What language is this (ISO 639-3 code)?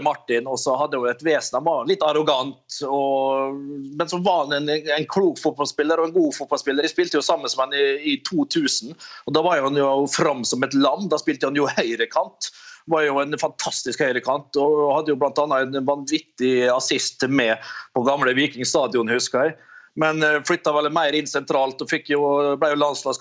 nor